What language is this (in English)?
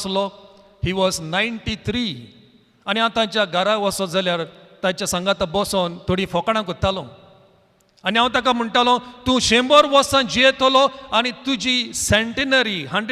Konkani